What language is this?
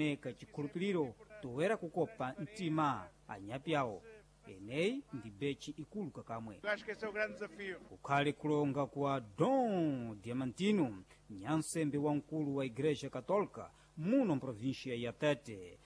Sena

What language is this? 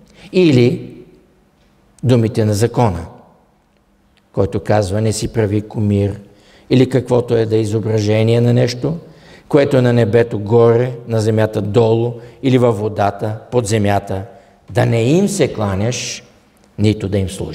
Bulgarian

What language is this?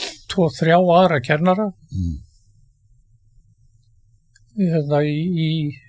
Icelandic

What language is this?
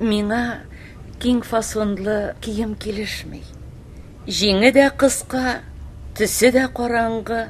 Tatar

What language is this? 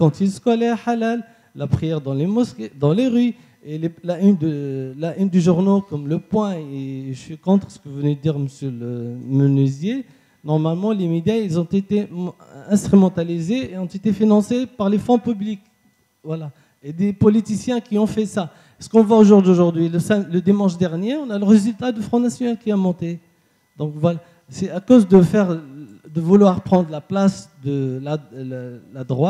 French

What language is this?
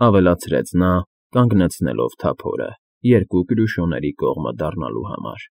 Armenian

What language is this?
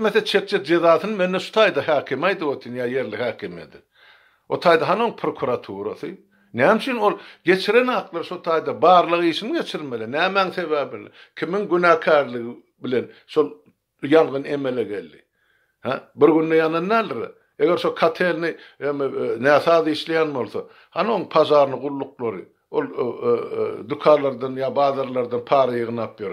Turkmen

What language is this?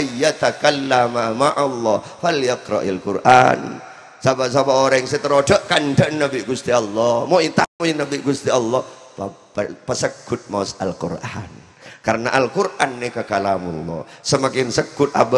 Madurese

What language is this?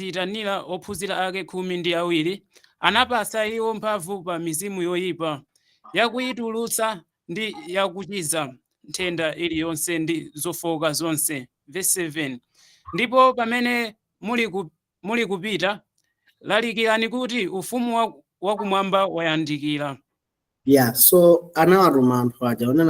Nyanja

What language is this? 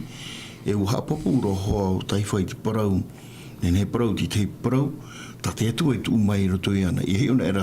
Tahitian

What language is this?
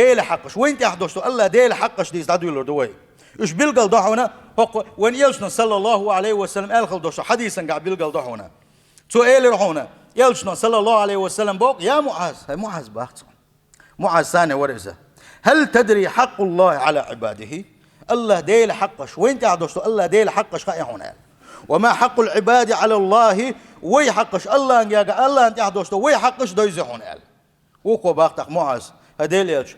Chechen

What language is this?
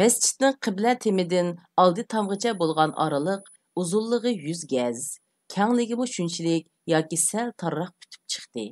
Uyghur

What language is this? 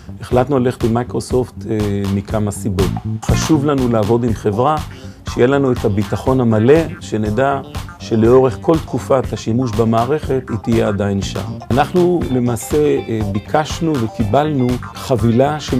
Hebrew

